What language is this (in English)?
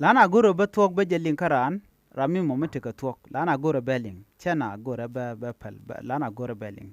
Nuer